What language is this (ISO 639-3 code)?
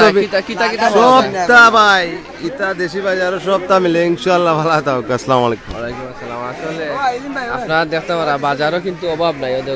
syl